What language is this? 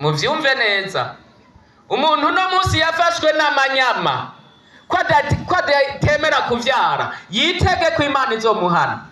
Rundi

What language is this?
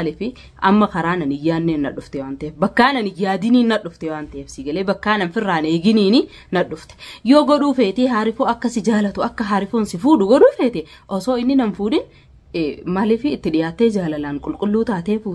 Oromo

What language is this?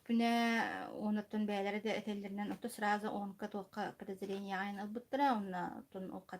Yakut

